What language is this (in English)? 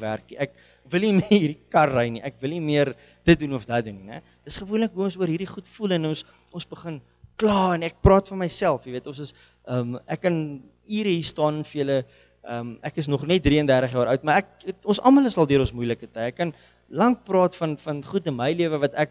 Afrikaans